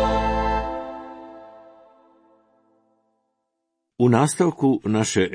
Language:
Croatian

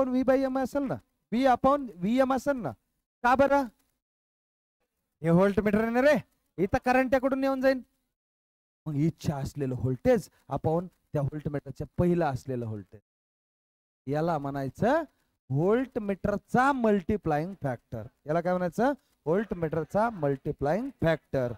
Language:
Marathi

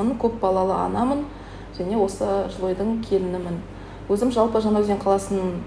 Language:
Kazakh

